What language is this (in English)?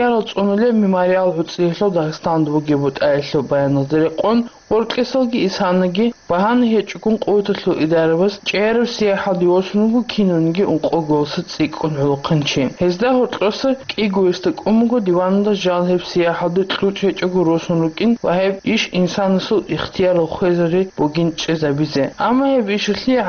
Avaric